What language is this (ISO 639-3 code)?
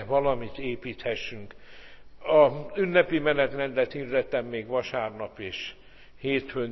hun